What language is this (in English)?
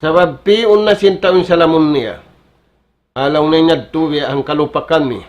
Tausug